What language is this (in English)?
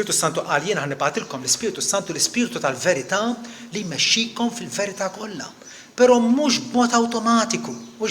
Maltese